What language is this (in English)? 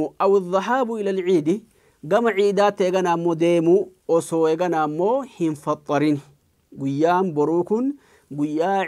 Oromo